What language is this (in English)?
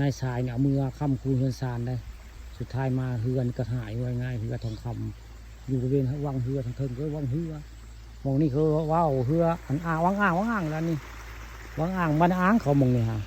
Northeastern Thai